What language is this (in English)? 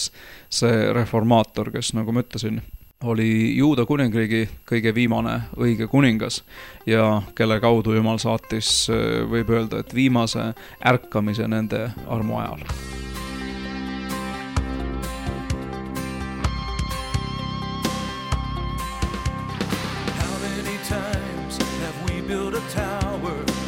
Estonian